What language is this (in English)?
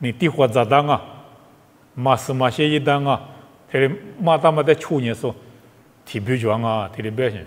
Lisu